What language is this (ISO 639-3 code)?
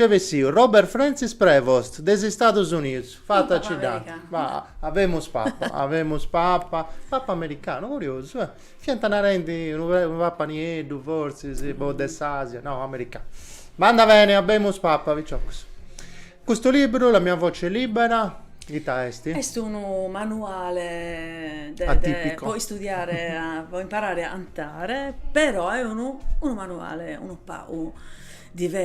srd